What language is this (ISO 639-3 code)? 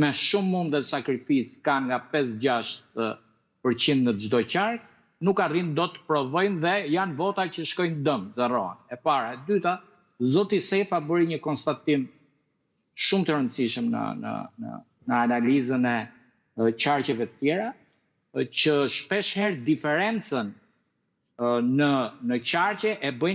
sqi